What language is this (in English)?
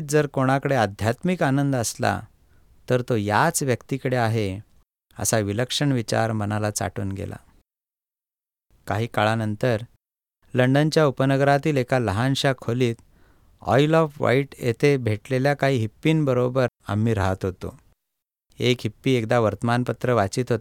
Marathi